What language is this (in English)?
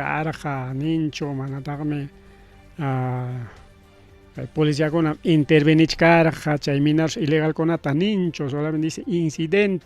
Ayacucho Quechua